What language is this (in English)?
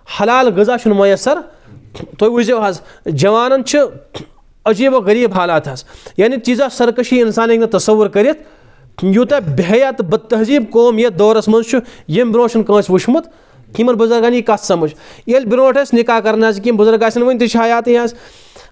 Kashmiri